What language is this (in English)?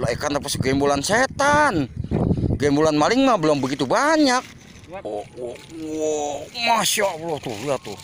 Betawi